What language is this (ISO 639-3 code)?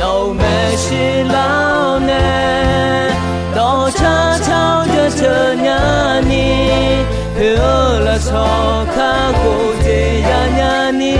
ahk